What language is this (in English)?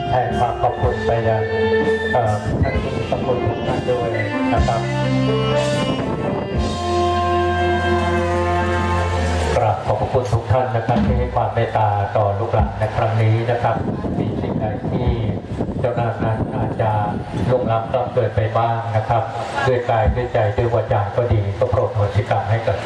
Thai